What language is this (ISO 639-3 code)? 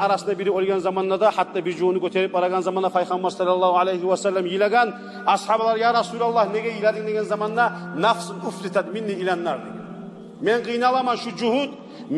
kum